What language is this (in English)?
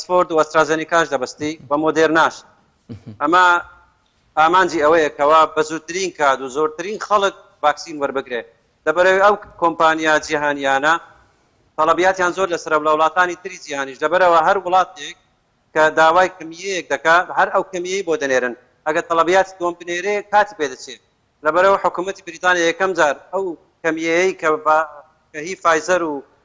Central Kurdish